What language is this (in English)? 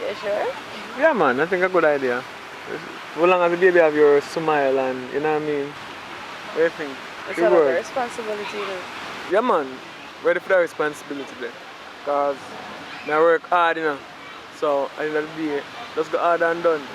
Jamaican Creole English